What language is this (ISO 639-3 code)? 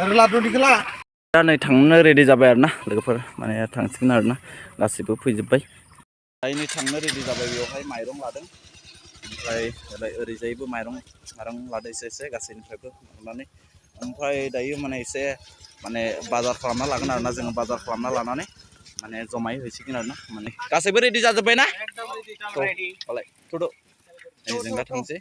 brx